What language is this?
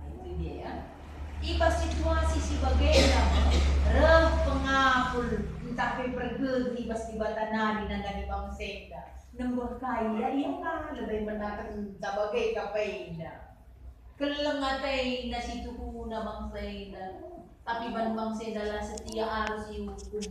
Batak Karo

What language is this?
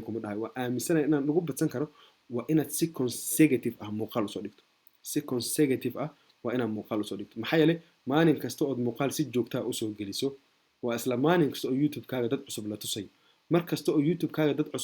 Somali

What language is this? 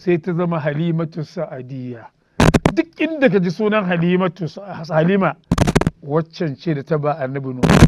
Hausa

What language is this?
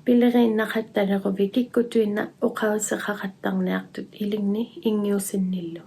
Inuktitut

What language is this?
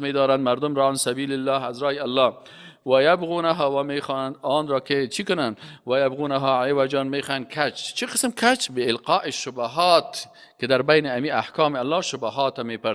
Persian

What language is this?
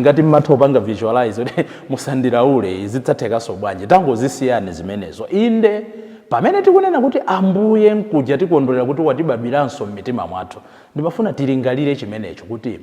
Nyanja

